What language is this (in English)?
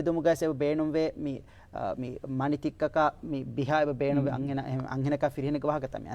Divehi